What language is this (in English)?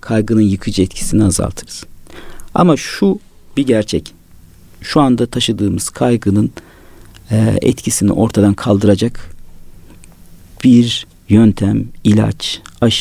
Turkish